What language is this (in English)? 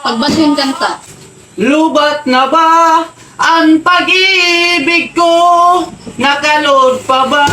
Waray